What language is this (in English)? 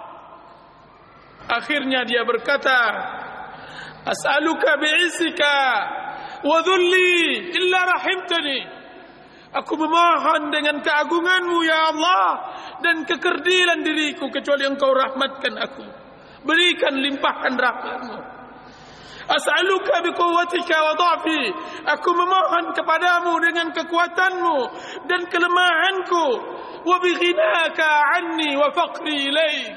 Malay